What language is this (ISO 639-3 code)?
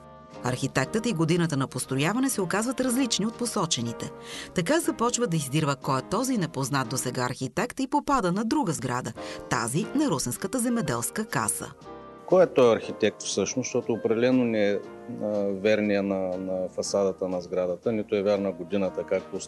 bul